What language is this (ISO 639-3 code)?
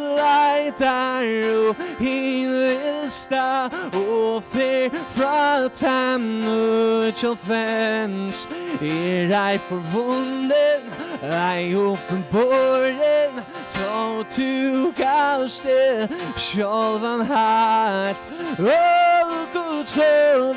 fao